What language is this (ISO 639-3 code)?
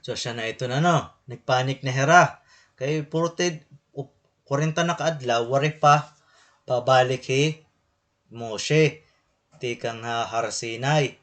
war